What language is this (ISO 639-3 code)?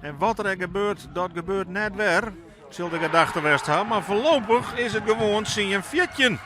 fry